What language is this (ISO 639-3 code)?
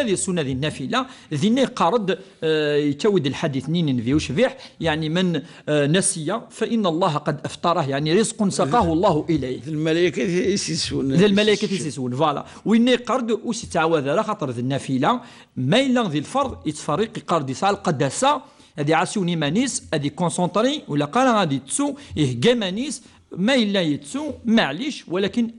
kab